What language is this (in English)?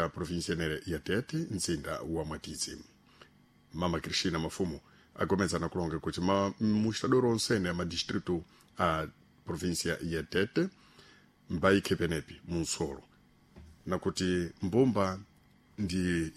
Sena